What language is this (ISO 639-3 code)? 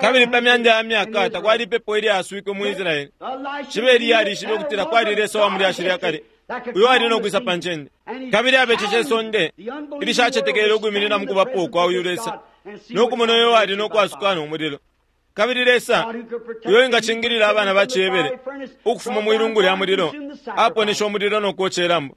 bem